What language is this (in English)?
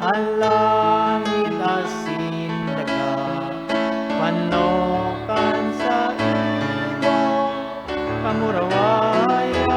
Bikol